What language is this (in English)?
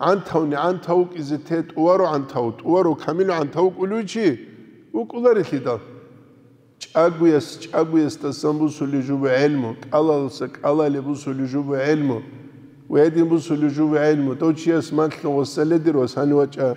Avaric